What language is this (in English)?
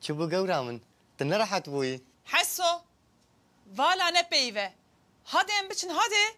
Kurdish